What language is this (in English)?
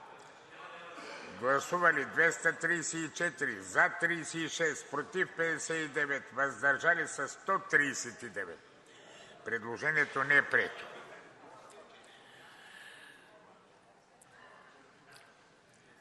Bulgarian